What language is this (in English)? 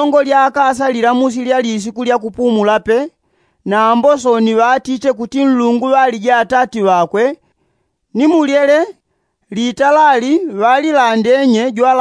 Yao